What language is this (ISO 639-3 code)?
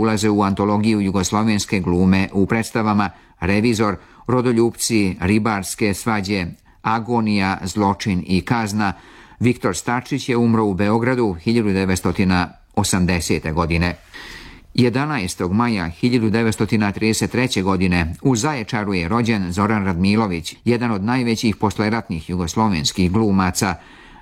srp